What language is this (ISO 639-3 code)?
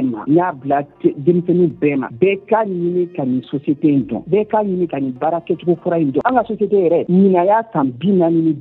bam